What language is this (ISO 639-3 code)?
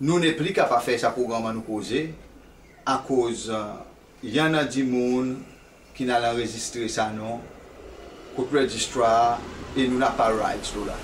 crs